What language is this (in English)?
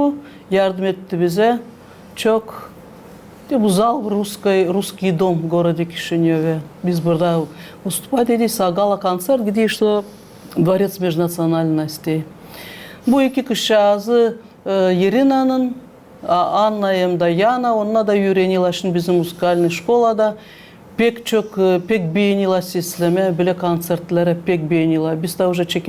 Gagauz